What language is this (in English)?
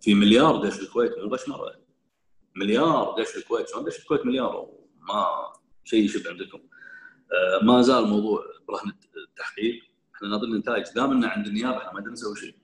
Gulf Arabic